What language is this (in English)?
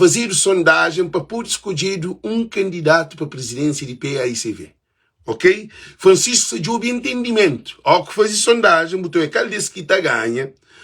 Kabuverdianu